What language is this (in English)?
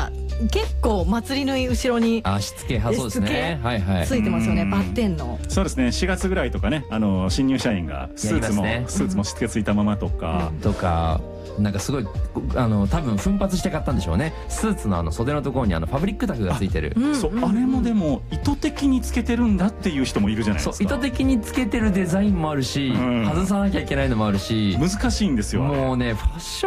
Japanese